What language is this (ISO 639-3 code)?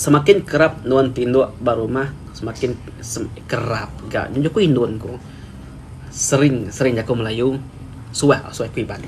iba